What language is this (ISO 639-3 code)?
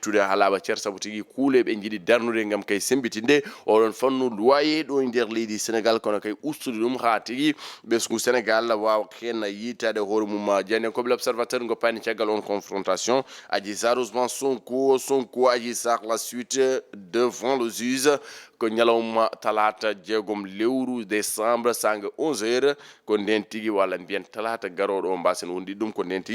ful